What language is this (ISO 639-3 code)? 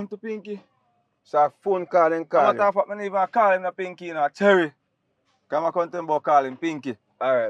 jam